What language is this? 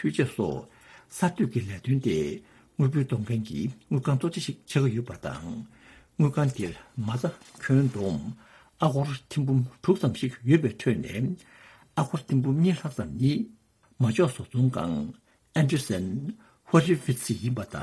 Tibetan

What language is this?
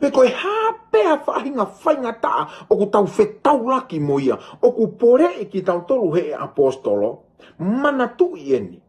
Tongan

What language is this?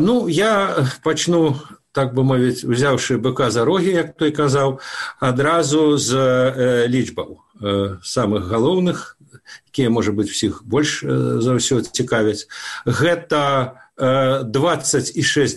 Belarusian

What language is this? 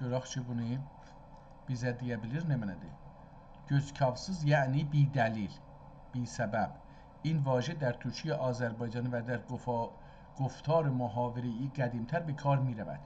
South Azerbaijani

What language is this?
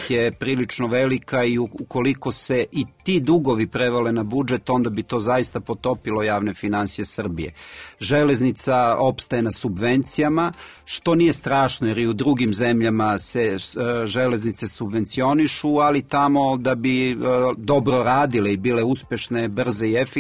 Serbian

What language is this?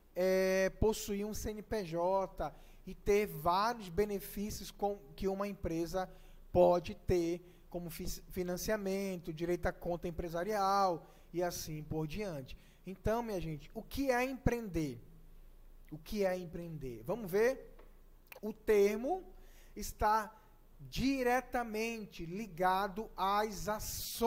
Portuguese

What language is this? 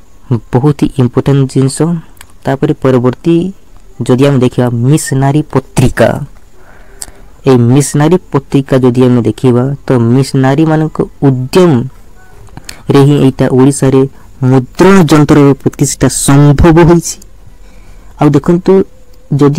Odia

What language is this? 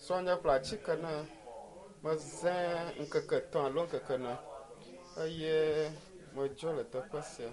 Ewe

